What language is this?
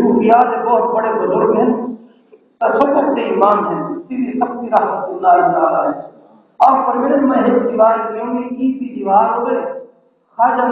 Saraiki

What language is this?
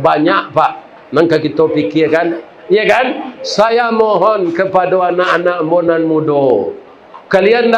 Minangkabau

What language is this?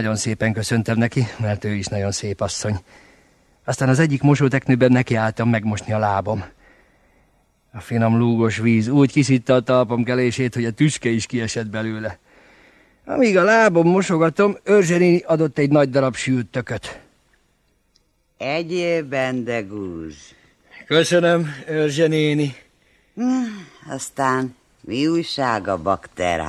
Hungarian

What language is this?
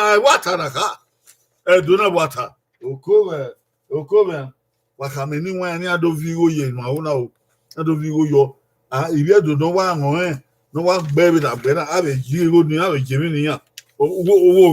Bini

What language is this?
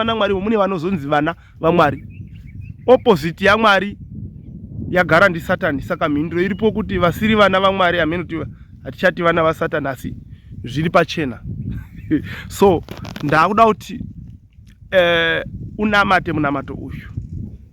Shona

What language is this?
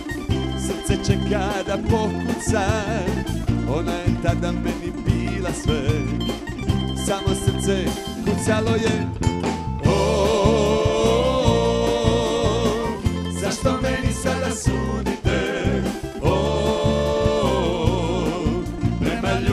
Croatian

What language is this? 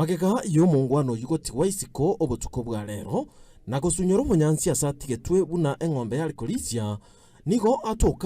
Gusii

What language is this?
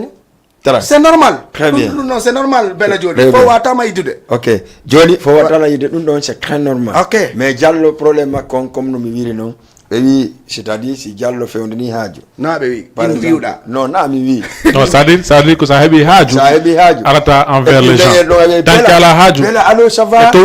Fula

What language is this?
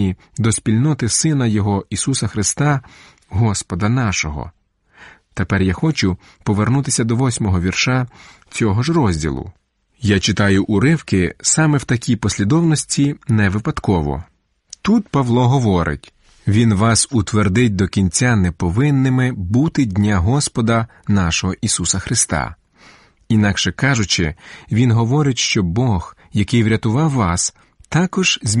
Ukrainian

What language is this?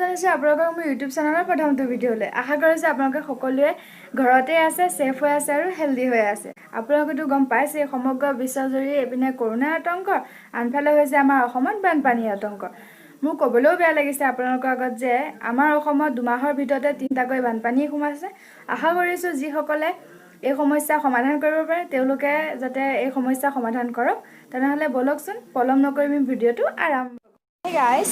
Assamese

